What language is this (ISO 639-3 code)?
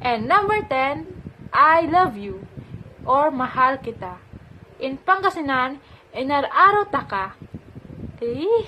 pam